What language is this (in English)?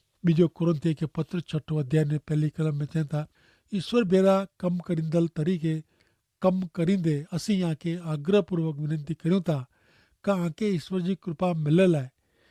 Kachhi